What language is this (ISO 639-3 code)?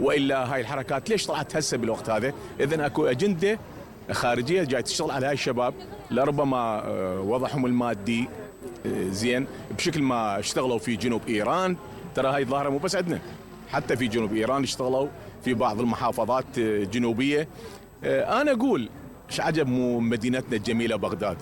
acm